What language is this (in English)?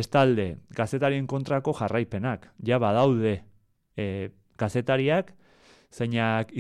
Basque